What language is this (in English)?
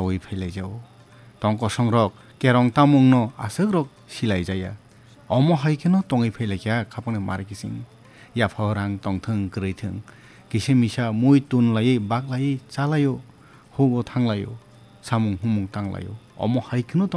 Kok Borok